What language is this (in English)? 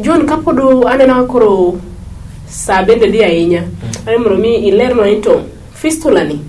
Luo (Kenya and Tanzania)